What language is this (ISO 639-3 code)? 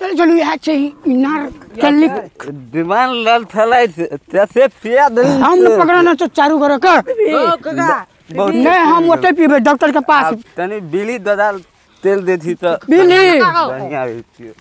mai